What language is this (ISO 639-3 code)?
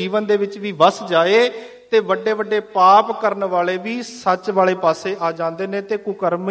pan